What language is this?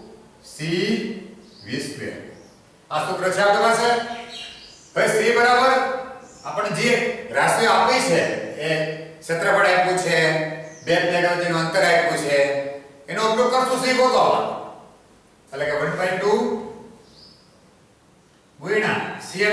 Gujarati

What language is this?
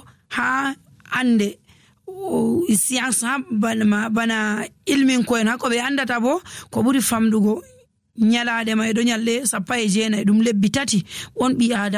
Nigerian Fulfulde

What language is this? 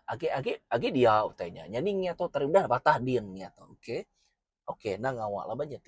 Iban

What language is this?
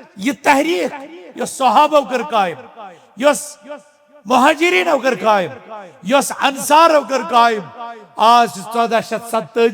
Kashmiri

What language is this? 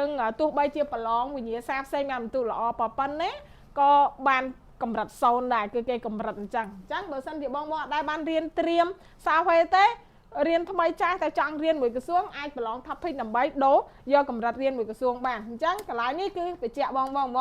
Khmer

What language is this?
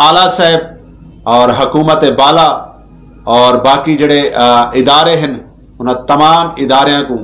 Saraiki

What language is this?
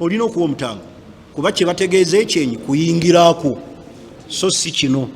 Ganda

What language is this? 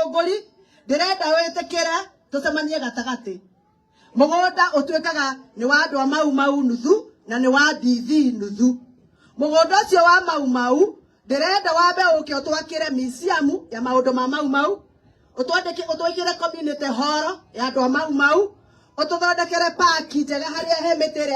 Kikuyu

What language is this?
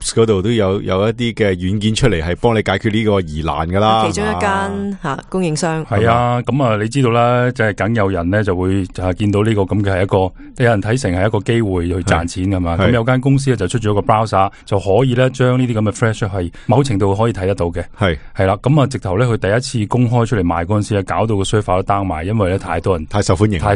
Cantonese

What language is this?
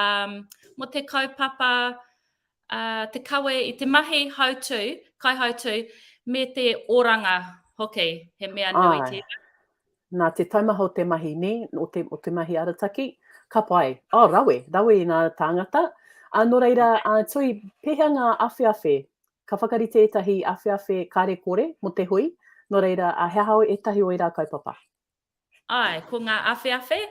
Māori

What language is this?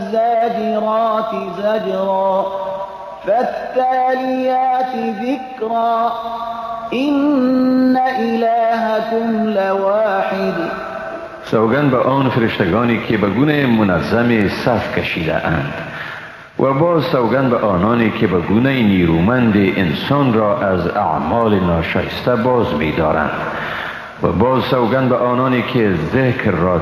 Persian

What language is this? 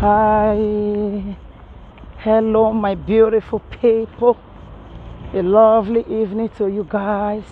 Nigerian Pidgin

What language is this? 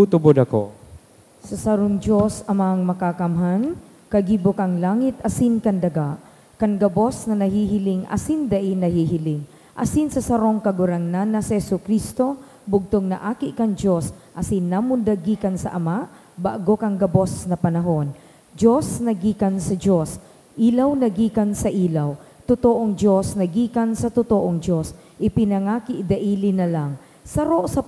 Bikol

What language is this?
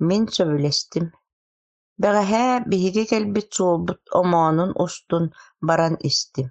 Yakut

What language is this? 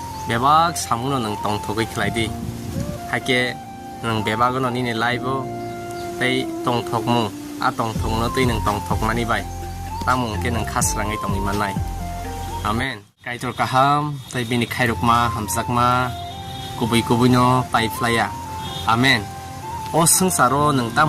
Kok Borok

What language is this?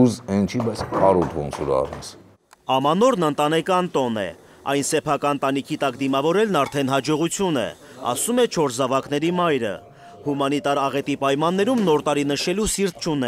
Armenian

